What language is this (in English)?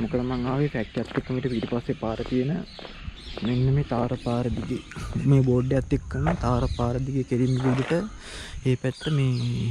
Sinhala